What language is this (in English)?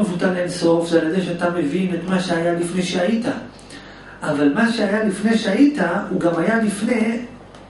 Hebrew